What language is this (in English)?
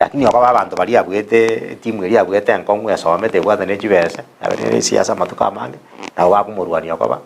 Gusii